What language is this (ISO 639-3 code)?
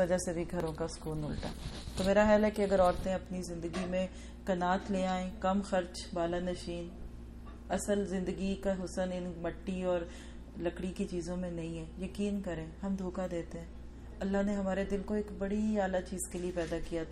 urd